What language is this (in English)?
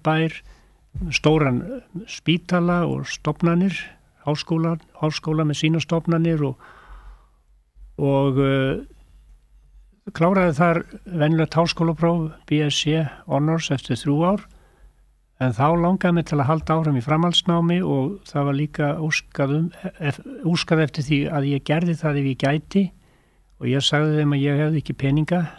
Icelandic